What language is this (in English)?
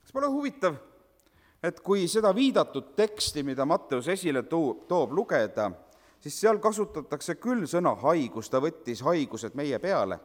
Estonian